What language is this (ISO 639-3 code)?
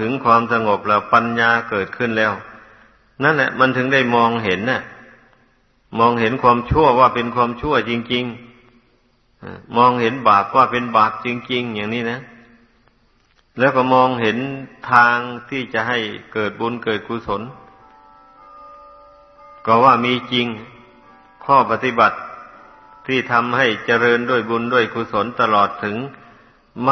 tha